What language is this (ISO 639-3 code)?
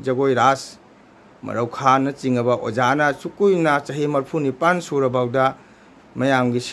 mni